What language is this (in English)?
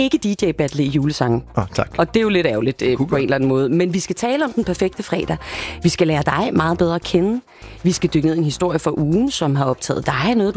Danish